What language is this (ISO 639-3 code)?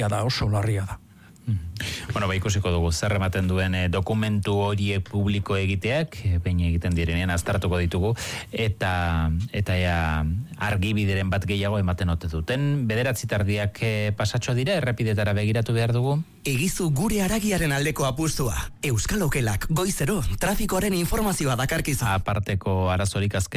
eus